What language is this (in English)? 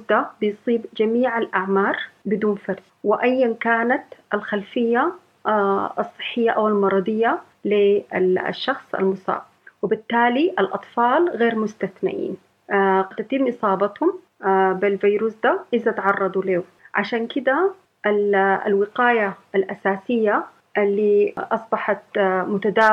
Sudanese Arabic